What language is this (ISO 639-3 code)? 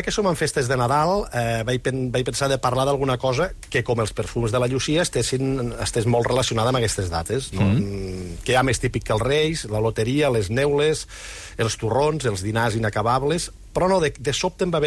cat